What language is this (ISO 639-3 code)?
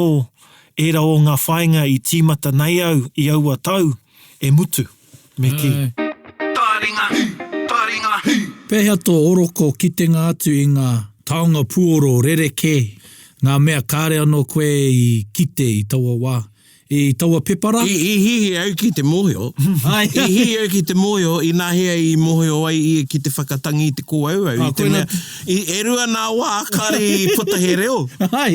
mri